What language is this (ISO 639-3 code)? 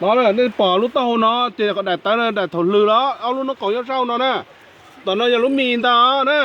hmn